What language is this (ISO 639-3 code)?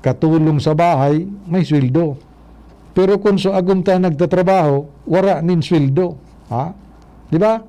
bik